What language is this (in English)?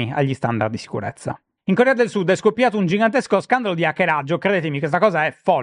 Italian